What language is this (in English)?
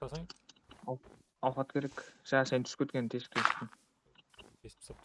Kara-Kalpak